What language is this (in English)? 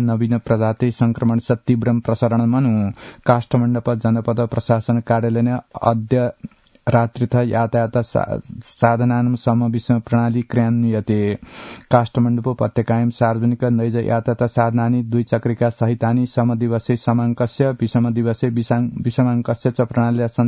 Sanskrit